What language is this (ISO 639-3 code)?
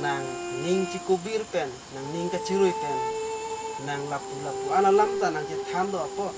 mjw